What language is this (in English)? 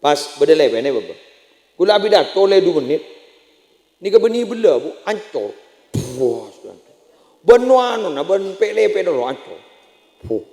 Madurese